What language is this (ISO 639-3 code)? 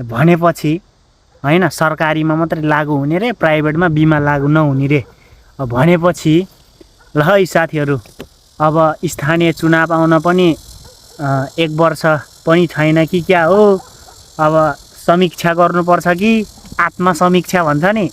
nep